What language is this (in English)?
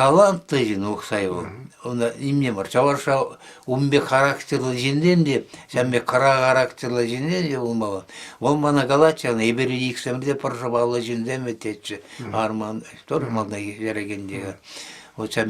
Chuvash